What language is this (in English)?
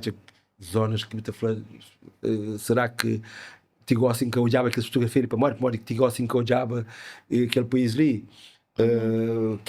Kabuverdianu